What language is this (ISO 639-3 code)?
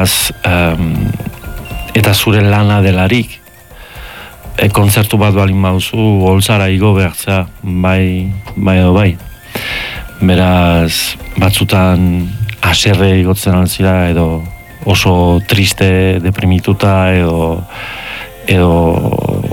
eus